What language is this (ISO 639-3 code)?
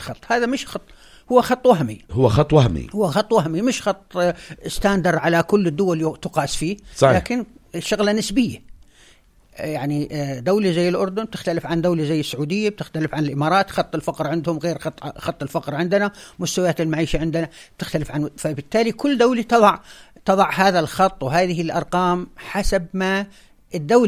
apc